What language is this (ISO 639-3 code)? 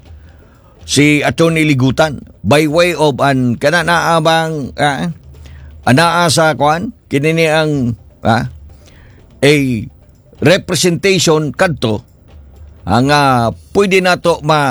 ceb